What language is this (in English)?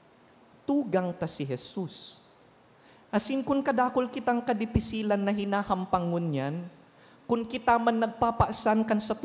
Bikol